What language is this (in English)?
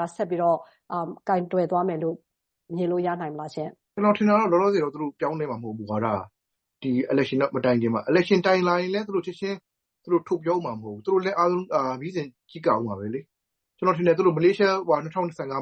Burmese